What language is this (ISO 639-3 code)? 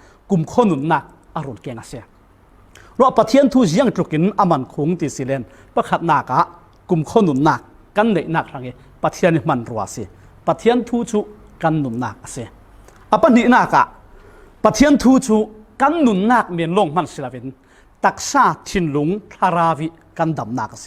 cfm